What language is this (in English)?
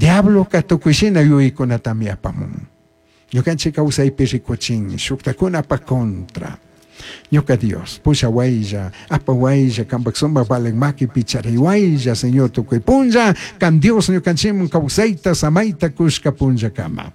Chimborazo Highland Quichua